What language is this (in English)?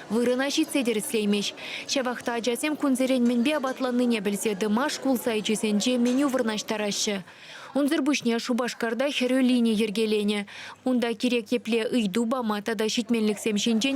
Chuvash